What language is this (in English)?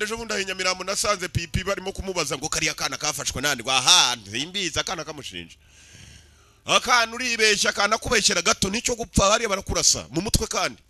Kinyarwanda